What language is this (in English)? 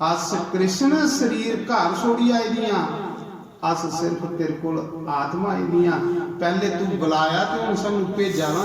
Dogri